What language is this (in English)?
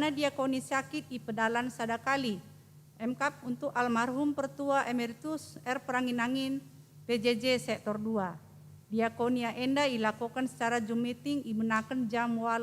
Batak Karo